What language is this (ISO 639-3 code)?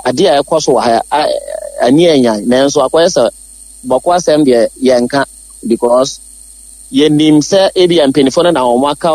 aka